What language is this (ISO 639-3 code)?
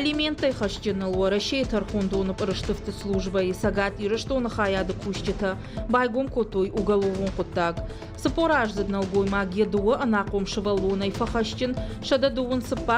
oss